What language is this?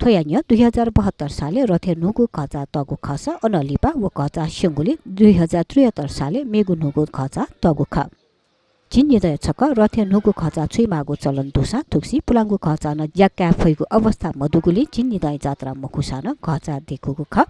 Newari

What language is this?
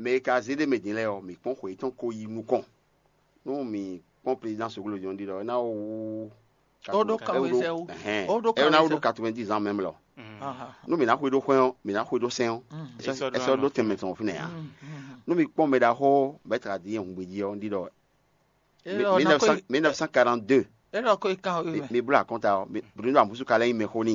Fon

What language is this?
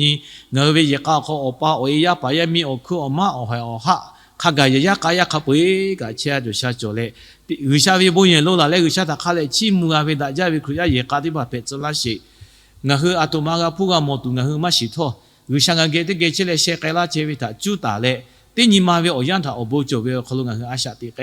Lahu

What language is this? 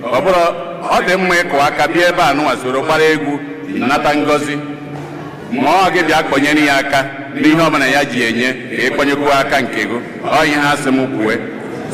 Igbo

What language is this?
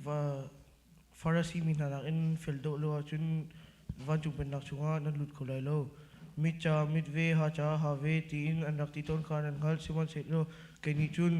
Hakha Chin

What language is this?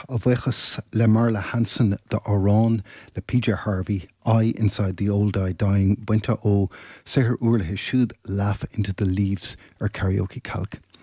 Irish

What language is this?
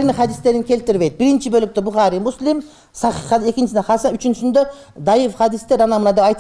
Kyrgyz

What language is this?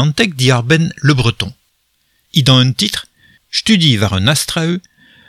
Breton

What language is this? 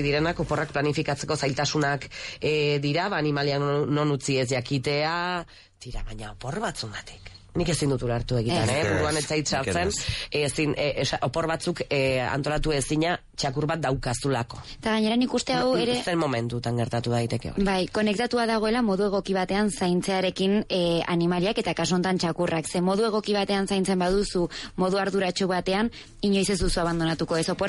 Basque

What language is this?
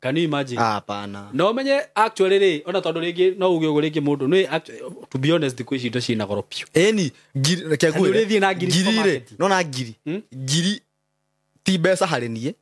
Kikuyu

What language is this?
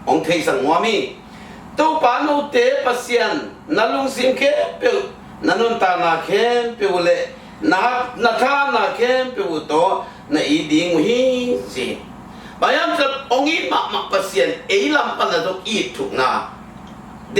Tedim Chin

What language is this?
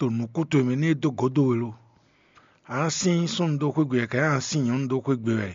Fon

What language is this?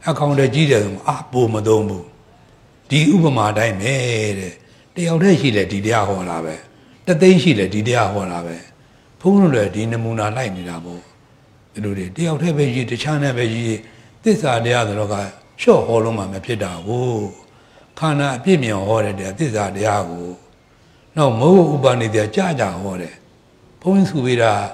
Burmese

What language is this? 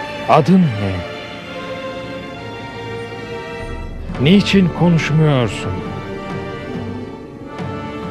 Turkish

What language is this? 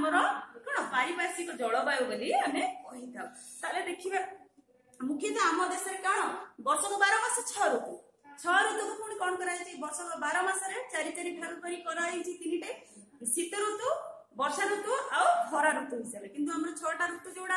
Odia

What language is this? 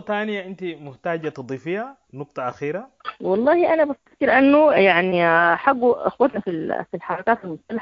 Sudanese Arabic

